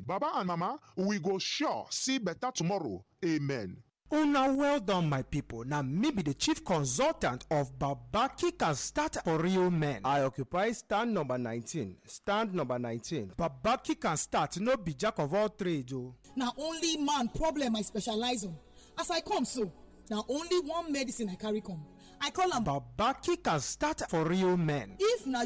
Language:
Nigerian Pidgin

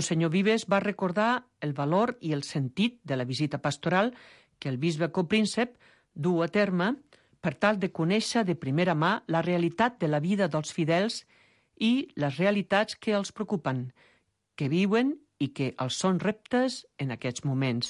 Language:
Catalan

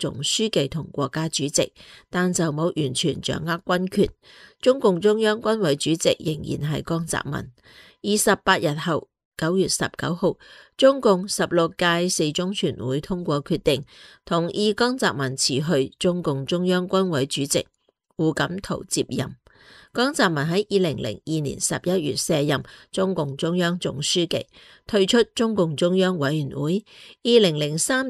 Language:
Cantonese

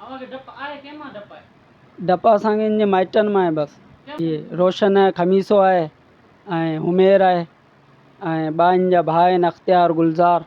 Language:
Sindhi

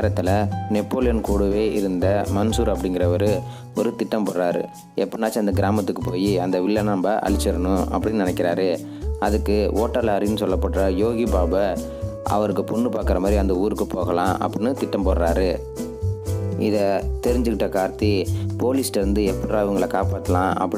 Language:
Tamil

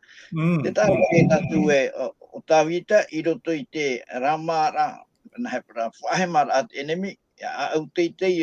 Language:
Tahitian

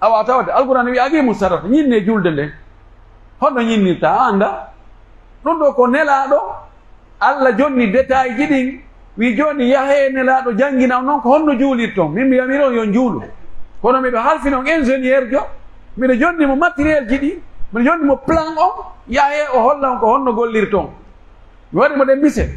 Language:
Pular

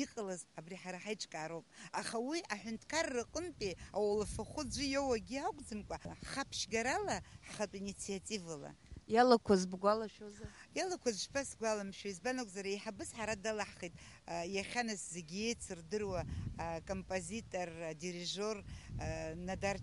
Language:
Abkhazian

